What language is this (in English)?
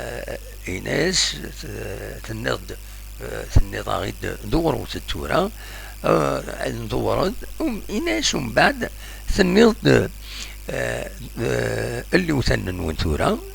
Kabyle